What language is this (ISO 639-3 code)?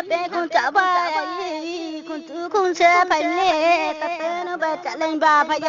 ria